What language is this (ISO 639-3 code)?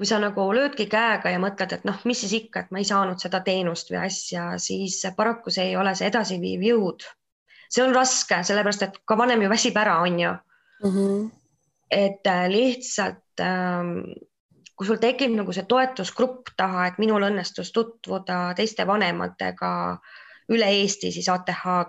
est